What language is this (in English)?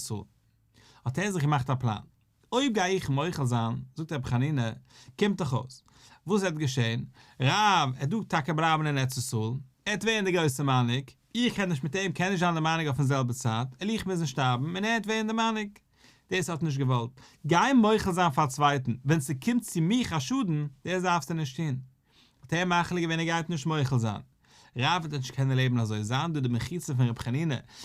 Yiddish